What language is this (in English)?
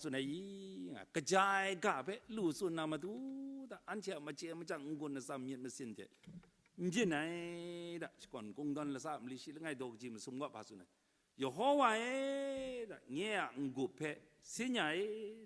Kachin